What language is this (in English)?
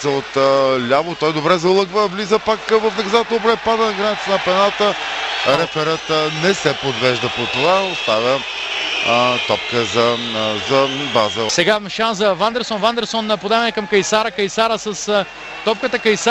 Bulgarian